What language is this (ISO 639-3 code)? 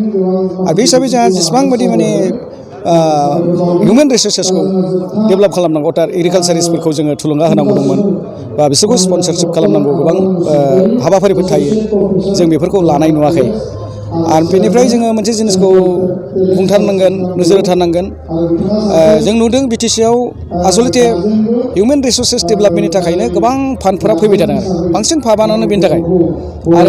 brx